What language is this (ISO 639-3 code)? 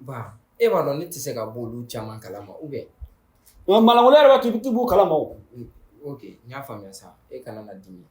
bam